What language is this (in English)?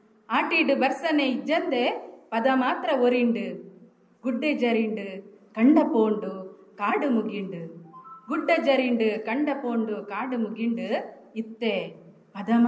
Tulu